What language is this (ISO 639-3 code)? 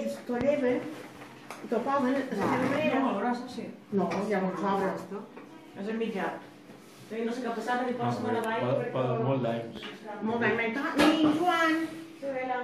cat